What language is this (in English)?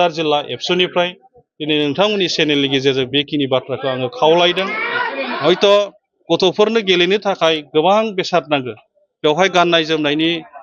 Bodo